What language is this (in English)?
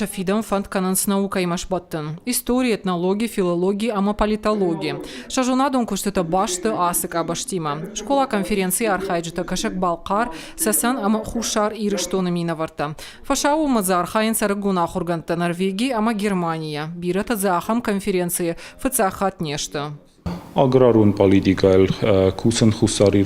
Ossetic